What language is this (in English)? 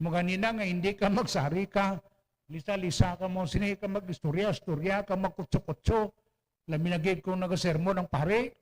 Hiligaynon